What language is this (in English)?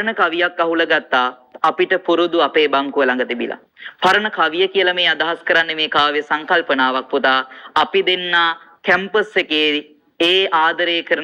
Sinhala